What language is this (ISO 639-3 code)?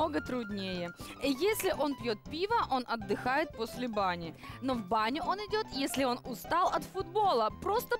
rus